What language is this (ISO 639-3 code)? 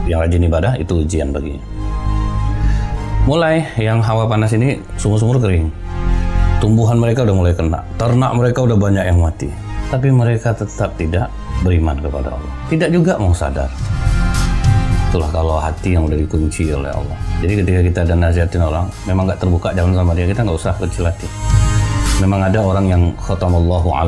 ind